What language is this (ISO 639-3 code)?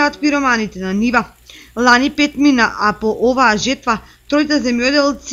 mkd